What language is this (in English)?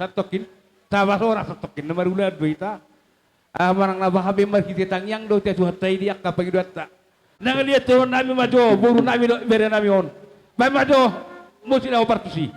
Batak Toba